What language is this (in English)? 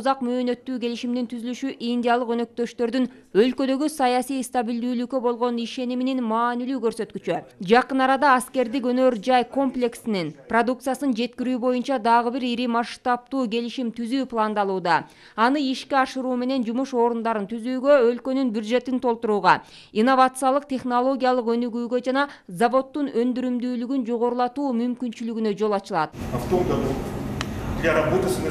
Kyrgyz